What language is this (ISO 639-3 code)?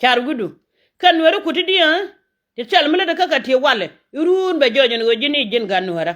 nus